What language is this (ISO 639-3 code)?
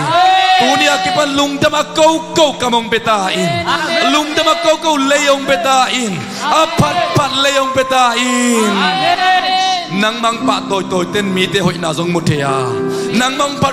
ctd